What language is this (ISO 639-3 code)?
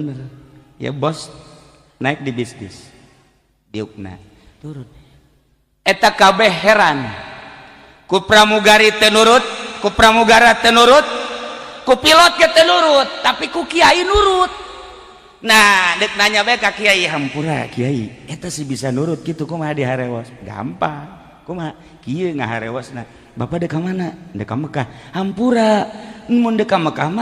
sun